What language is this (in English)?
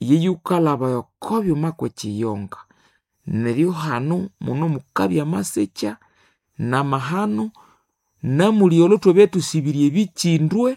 Nande